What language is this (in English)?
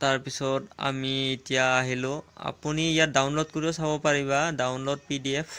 Assamese